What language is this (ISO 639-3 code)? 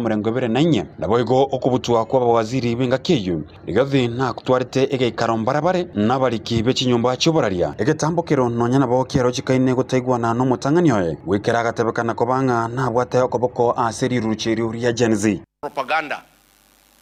guz